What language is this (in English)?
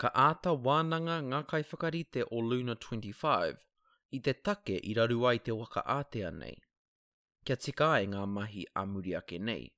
Māori